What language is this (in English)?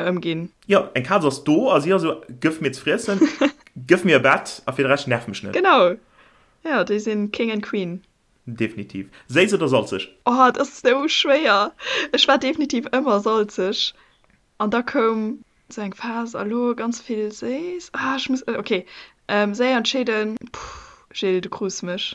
Luxembourgish